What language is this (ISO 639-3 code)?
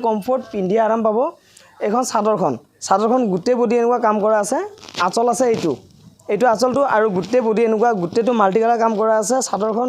asm